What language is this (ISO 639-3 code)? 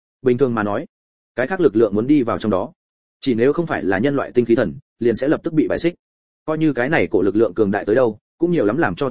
vie